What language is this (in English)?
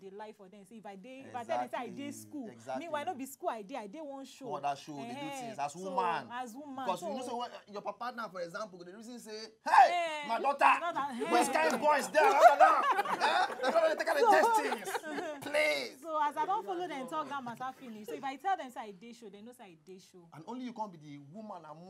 Nigerian Pidgin